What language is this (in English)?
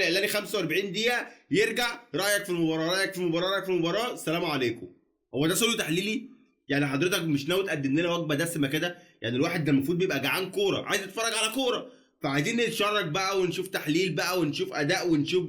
Egyptian Arabic